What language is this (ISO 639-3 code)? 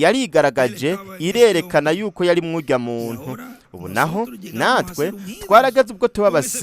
run